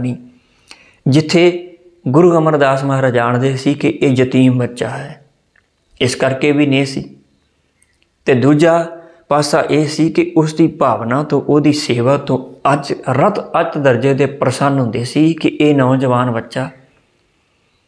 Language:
Punjabi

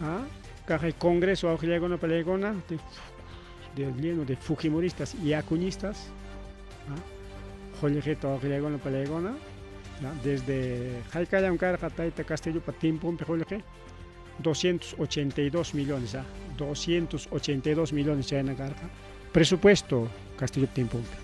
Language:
Ayacucho Quechua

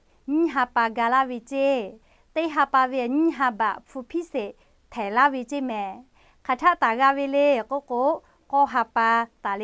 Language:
Lahu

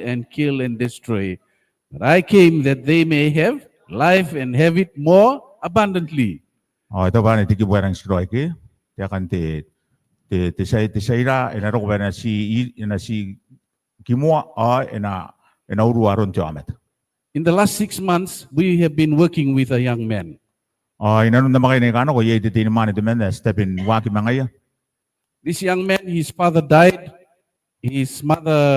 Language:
Gilbertese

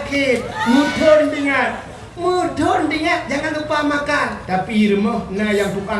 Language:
Achinese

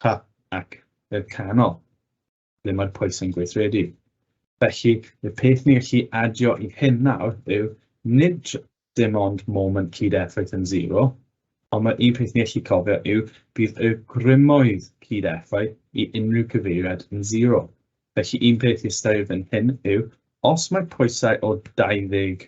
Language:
Welsh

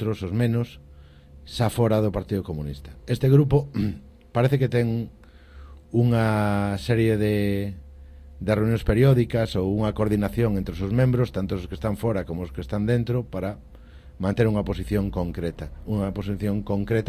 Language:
Galician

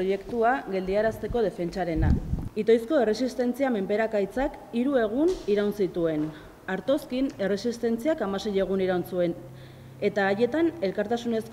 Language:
Basque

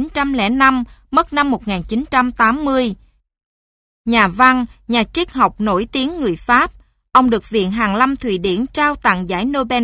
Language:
Vietnamese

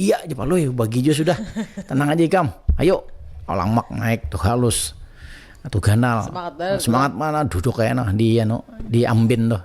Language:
Banjar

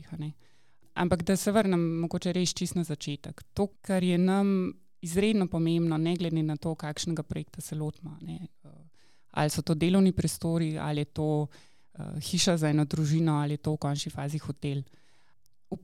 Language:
Slovenian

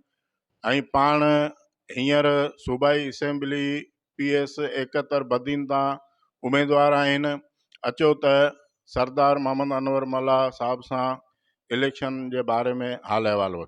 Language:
Sindhi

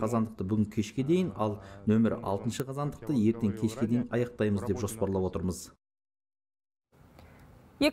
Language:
Kazakh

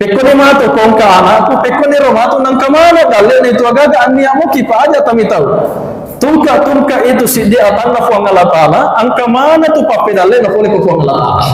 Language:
Buginese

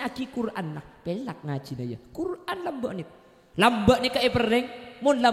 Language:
Madurese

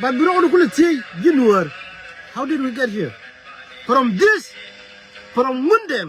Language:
Nuer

